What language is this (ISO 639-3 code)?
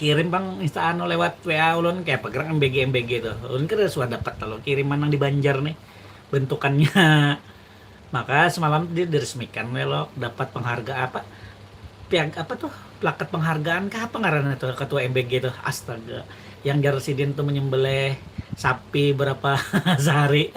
bjn